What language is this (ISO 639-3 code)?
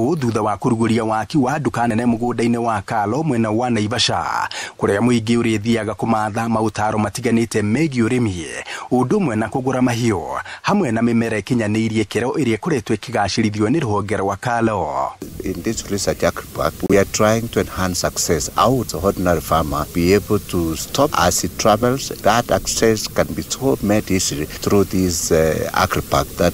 kik